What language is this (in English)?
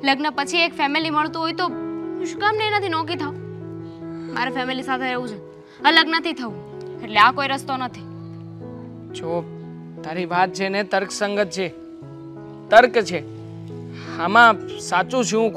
Gujarati